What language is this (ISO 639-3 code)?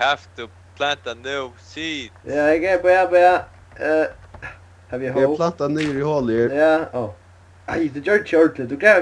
fao